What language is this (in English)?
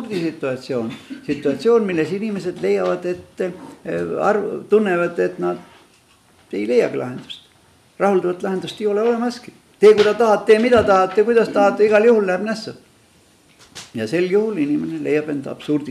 Estonian